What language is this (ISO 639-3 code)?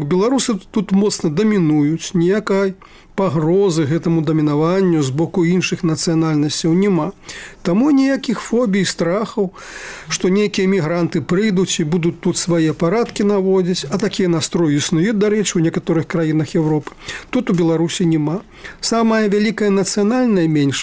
bel